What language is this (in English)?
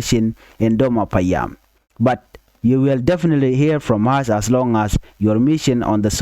Nuer